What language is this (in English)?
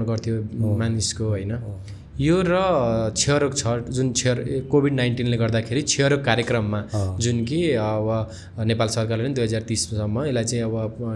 Nepali